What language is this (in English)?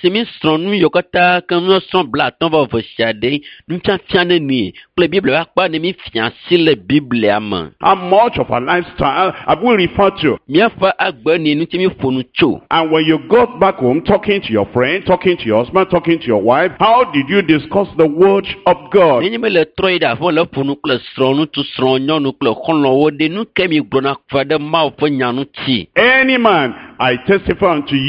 Ewe